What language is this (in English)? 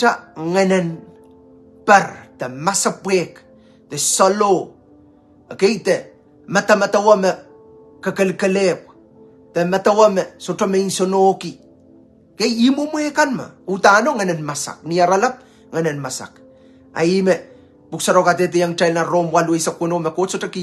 Pohnpeian